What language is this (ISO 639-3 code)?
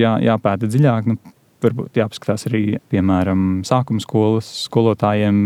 lav